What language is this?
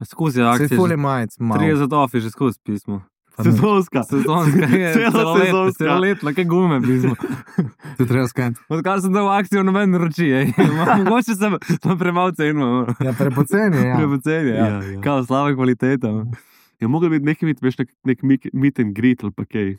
Slovenian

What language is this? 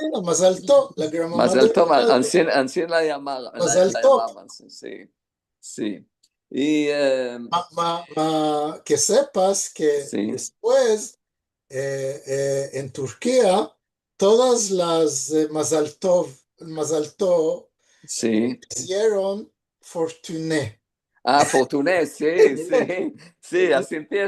Ladino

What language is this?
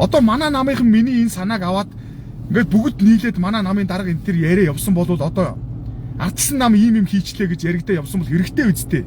Mongolian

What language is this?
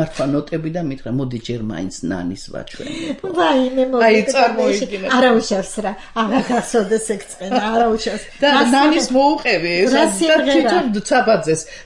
Georgian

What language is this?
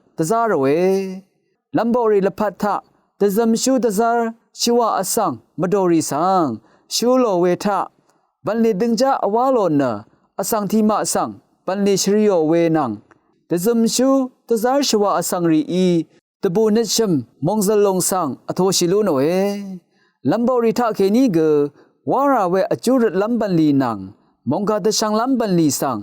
Rawang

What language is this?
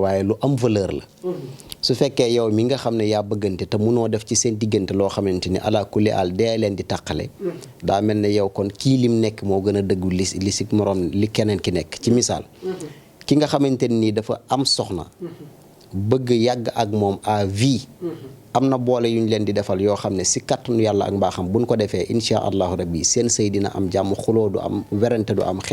Wolof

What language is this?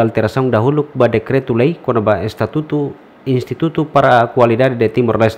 Tetum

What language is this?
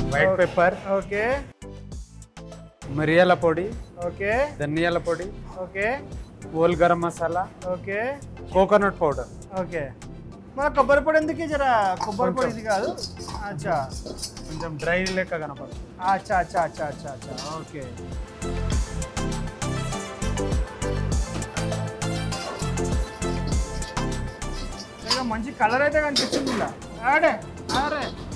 Telugu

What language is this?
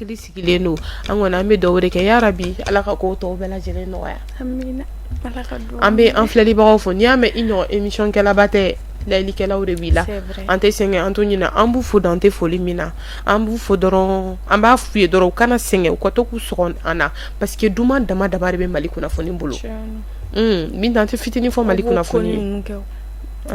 Bambara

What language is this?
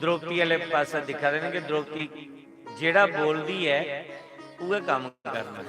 Dogri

